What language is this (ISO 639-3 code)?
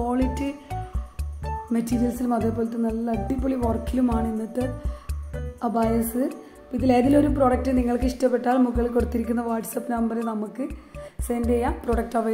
mal